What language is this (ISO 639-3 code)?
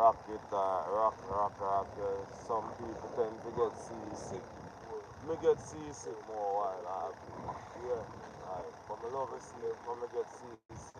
jam